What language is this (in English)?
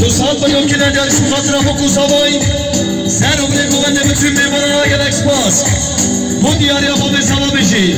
Kurdish